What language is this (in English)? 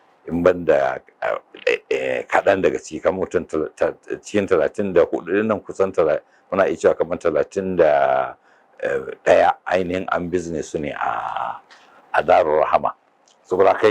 Hausa